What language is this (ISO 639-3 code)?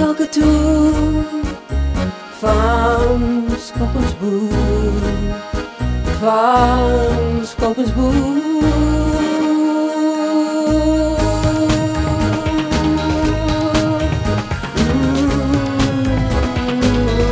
afr